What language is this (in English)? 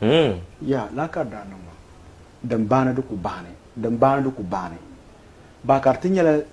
Dagbani